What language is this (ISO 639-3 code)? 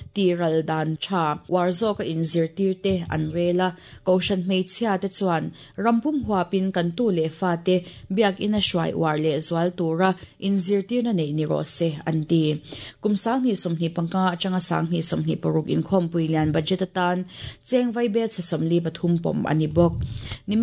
lus